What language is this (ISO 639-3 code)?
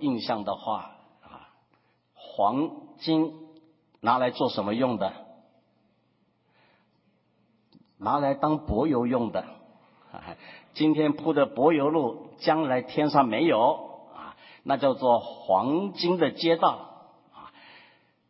zho